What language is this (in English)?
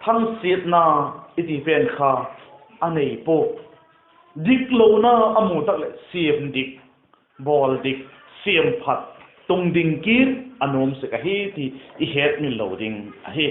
Vaiphei